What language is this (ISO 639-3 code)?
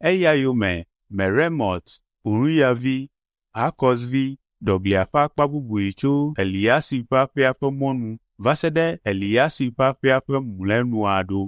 ewe